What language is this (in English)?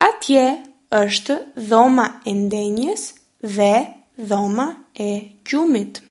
Albanian